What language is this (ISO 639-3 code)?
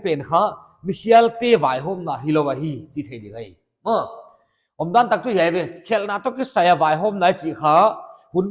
pck